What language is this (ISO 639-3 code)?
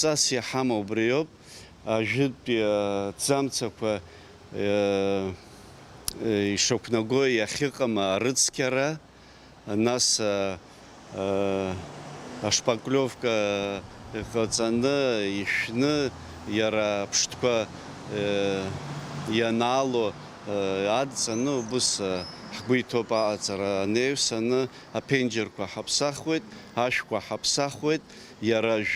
abk